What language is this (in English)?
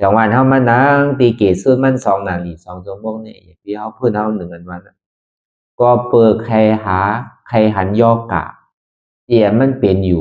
Shan